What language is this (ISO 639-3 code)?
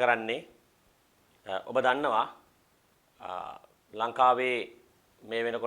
sin